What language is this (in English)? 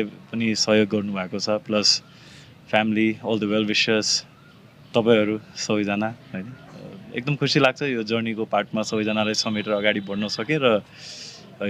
Nepali